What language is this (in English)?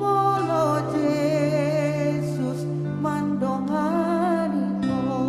Batak Toba